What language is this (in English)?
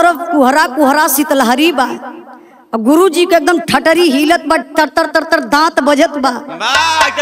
Bhojpuri